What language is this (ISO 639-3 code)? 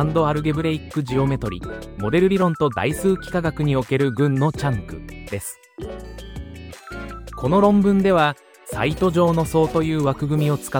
jpn